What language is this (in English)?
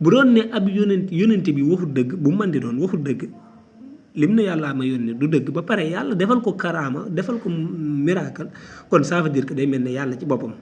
Wolof